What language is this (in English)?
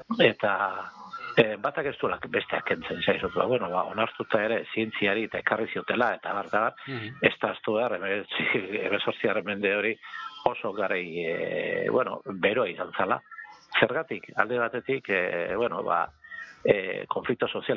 Basque